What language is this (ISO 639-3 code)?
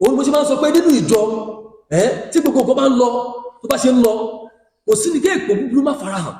yor